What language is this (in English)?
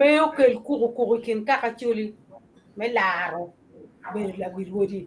Acoli